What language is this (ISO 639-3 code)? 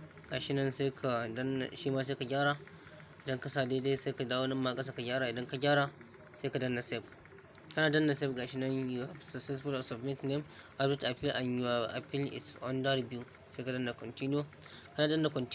hau